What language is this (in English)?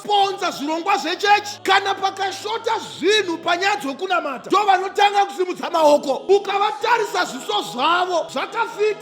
Shona